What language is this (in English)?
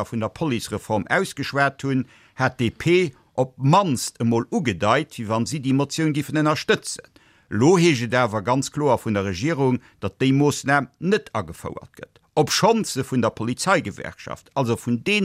Luxembourgish